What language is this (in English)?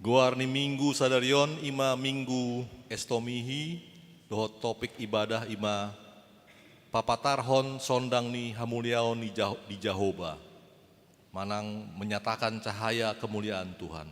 Batak Toba